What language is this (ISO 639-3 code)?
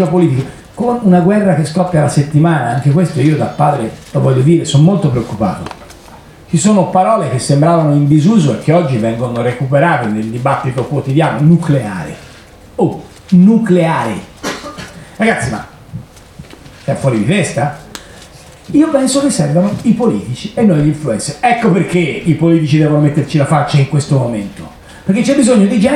ita